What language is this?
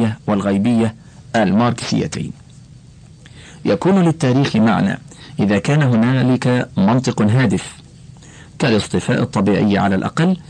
Arabic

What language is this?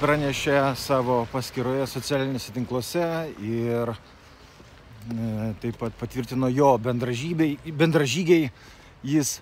Lithuanian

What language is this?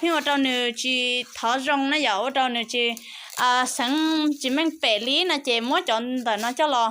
Hmong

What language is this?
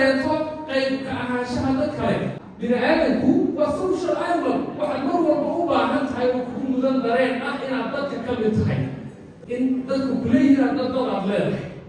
Somali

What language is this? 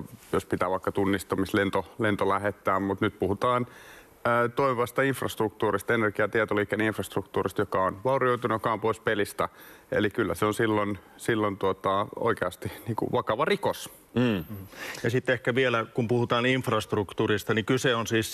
Finnish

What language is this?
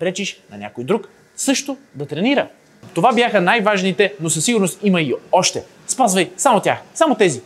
Bulgarian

